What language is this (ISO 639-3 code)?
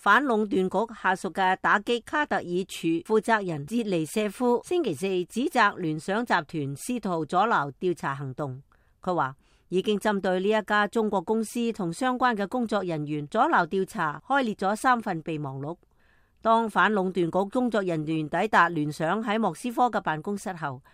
yue